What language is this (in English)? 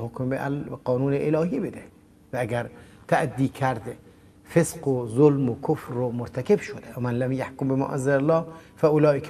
Persian